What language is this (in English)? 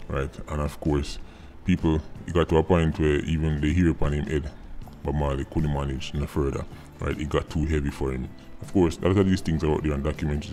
Jamaican Creole English